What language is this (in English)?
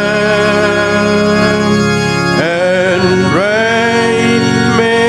Khasi